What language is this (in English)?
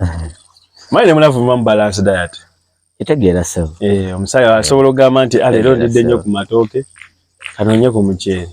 Ganda